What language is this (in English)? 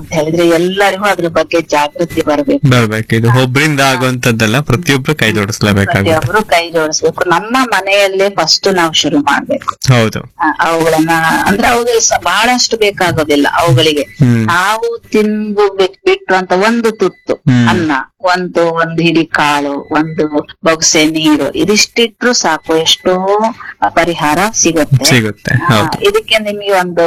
Kannada